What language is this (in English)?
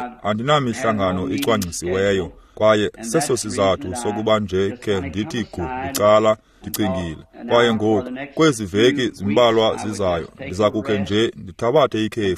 Xhosa